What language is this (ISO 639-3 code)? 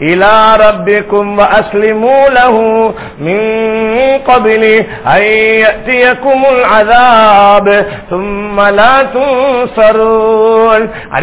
tam